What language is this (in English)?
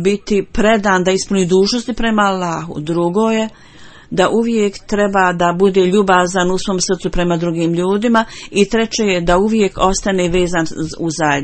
Bosnian